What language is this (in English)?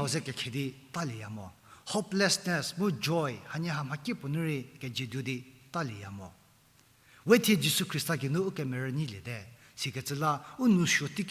Angami Naga